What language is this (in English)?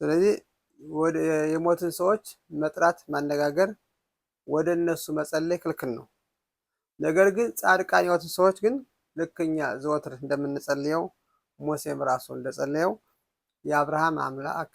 Amharic